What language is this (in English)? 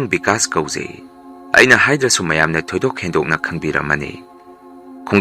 Manipuri